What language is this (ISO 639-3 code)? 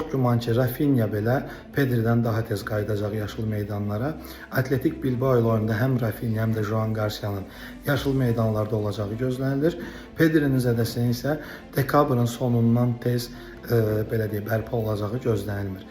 aze